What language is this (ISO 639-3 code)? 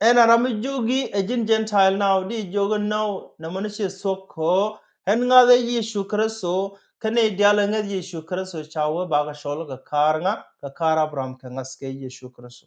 nus